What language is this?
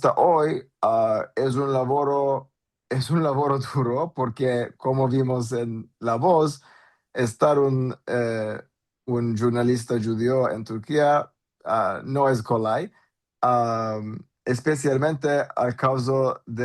Ladino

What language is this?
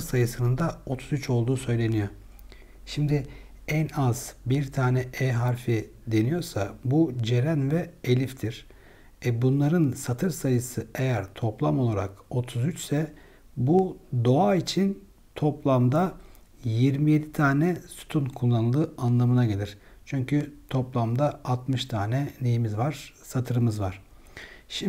Turkish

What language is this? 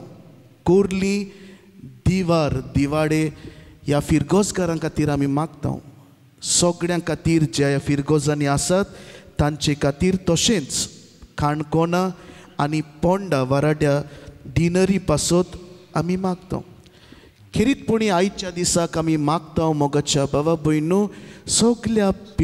Konkani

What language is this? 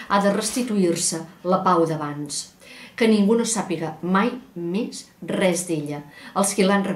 Catalan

